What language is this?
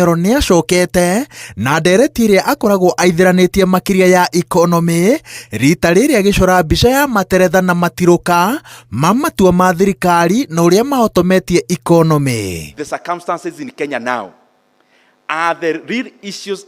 Kikuyu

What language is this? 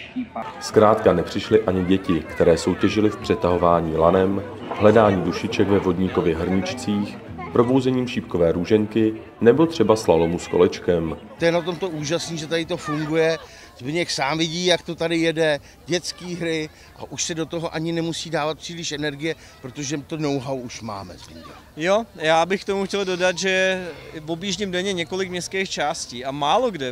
Czech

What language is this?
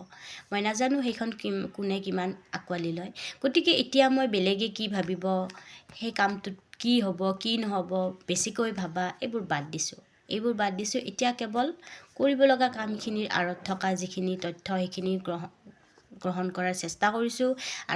Assamese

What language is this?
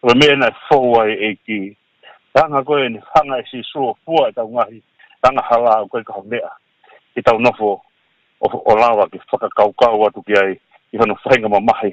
Tongan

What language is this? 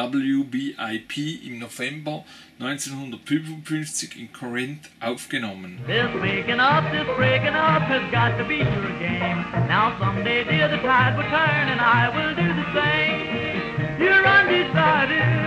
German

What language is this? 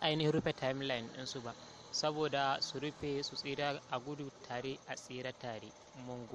Hausa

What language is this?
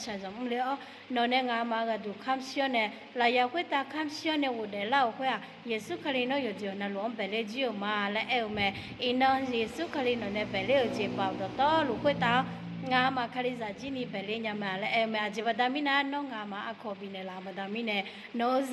Akha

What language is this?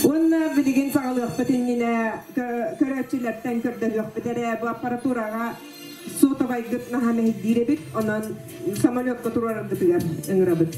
Yakut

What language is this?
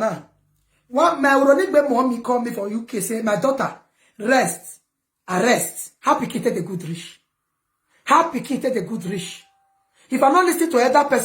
Nigerian Pidgin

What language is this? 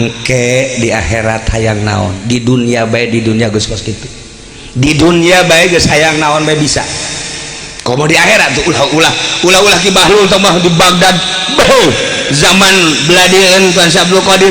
Sundanese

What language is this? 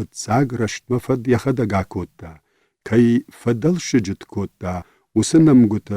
Ossetic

